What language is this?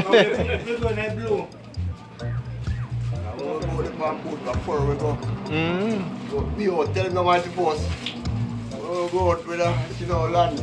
Jamaican Creole English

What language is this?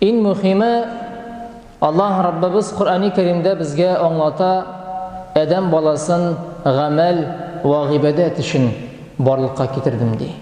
Tatar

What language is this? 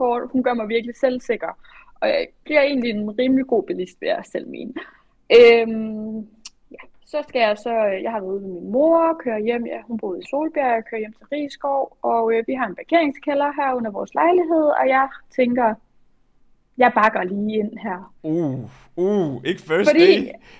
Danish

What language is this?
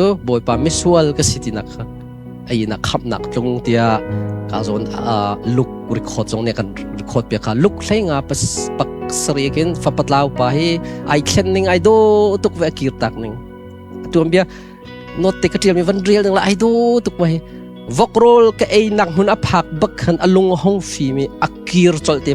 Hakha Chin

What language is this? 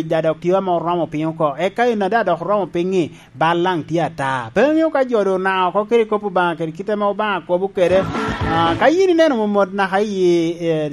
Lango (Uganda)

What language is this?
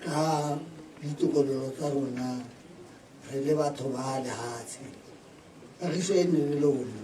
Tswana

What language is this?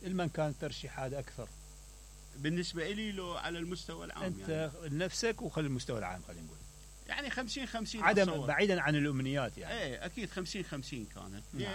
Mesopotamian Arabic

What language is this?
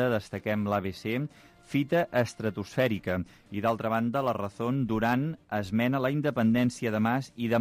Catalan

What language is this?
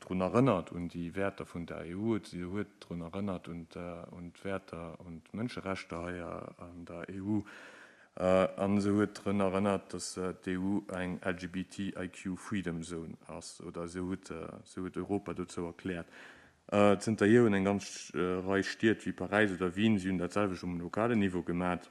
Luxembourgish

